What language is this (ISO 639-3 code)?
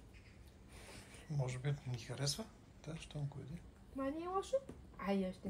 bul